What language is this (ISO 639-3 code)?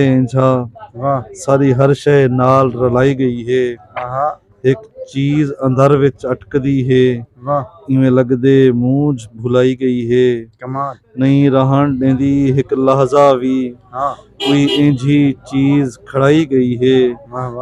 skr